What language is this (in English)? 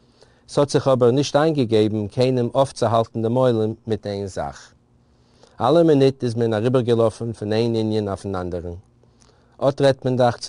Yiddish